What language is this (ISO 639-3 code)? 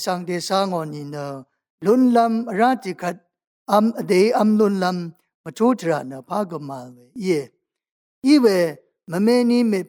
raw